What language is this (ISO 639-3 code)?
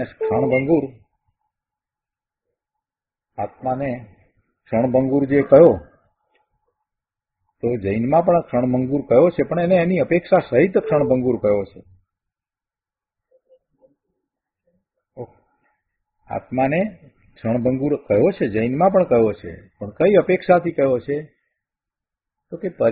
guj